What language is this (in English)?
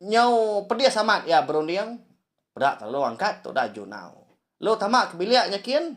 Iban